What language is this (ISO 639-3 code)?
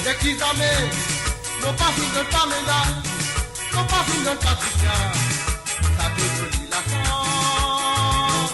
mfe